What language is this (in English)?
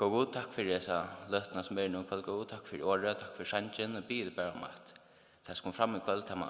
Faroese